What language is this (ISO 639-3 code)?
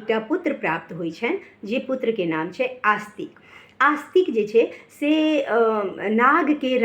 mai